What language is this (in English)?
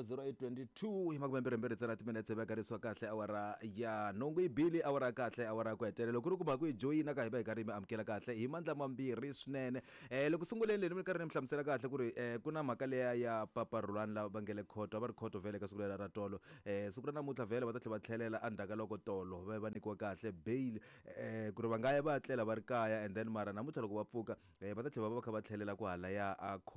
Tsonga